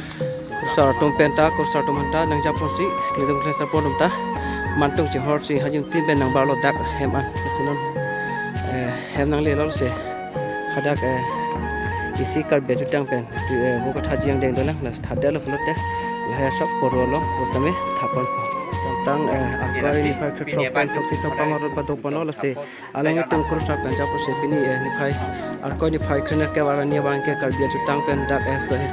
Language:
Karbi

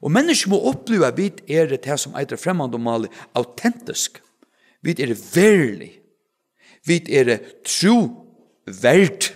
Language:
Faroese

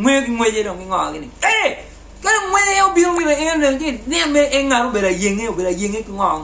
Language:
Acoli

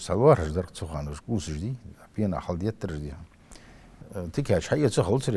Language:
Ingush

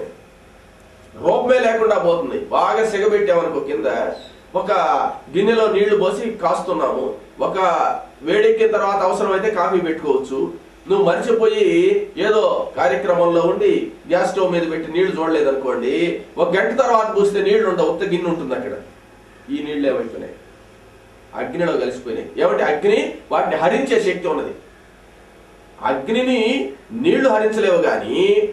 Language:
Telugu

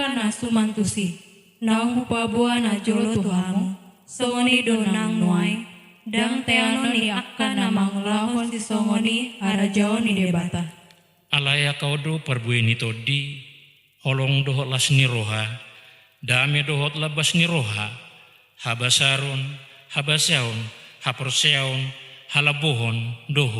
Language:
Batak Toba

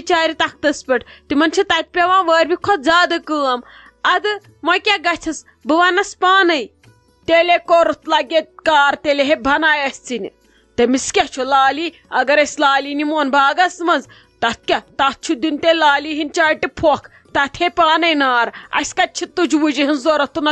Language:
Kashmiri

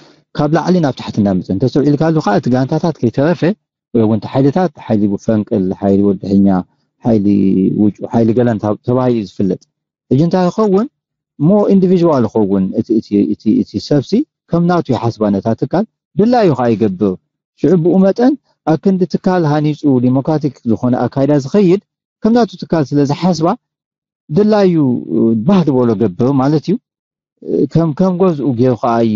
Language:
Tigrinya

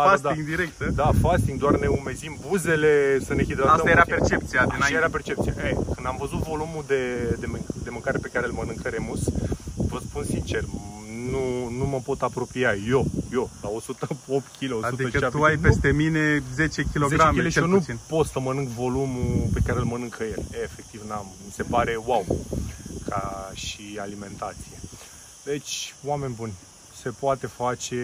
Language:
Romanian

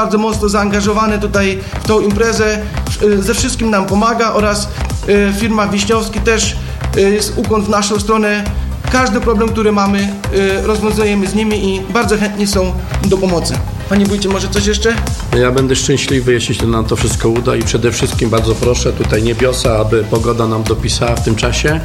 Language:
Polish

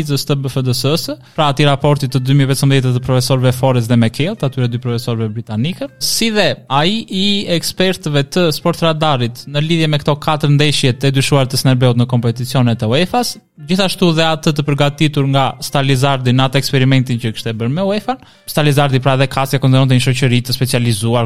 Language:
Albanian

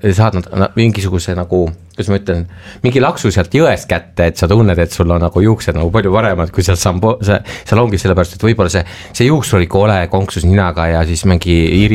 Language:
Estonian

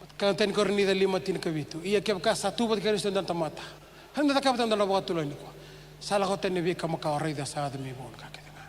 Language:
Fijian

